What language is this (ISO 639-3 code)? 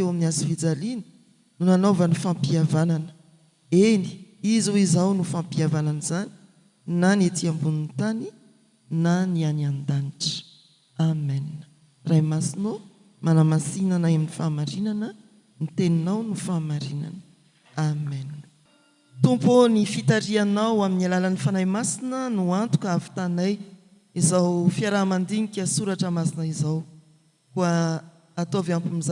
mlg